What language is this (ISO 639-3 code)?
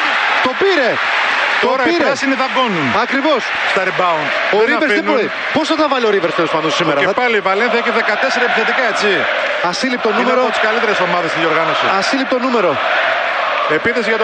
ell